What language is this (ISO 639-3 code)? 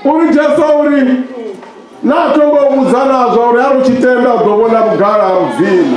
ven